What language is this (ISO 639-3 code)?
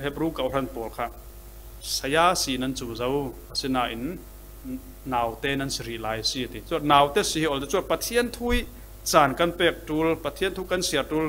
cfm